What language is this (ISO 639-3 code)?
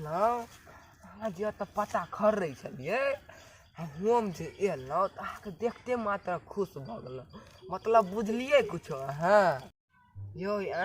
mai